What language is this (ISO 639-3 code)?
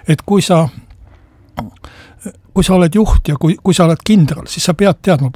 est